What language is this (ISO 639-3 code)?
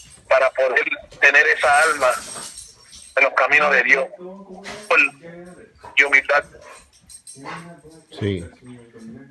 spa